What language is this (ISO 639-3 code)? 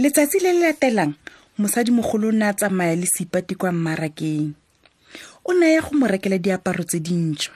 tsn